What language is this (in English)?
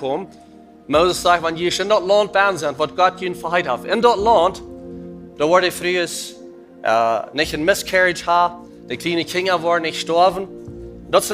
Plautdietsch